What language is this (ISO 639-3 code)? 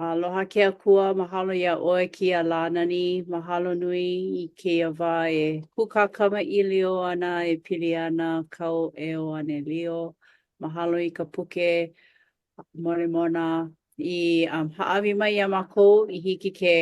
haw